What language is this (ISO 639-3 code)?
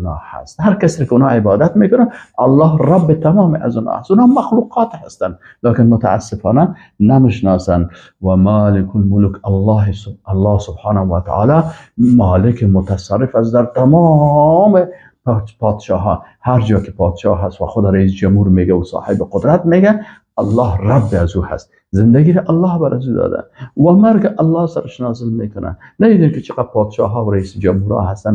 fas